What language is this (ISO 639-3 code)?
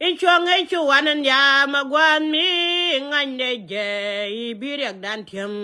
nus